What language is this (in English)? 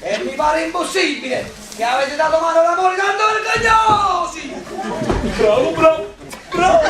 Neapolitan